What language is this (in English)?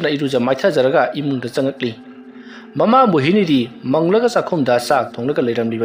Manipuri